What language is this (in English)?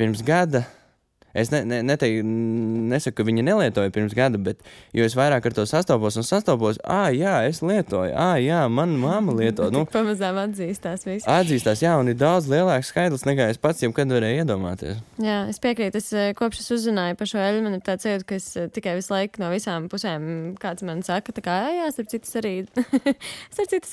Latvian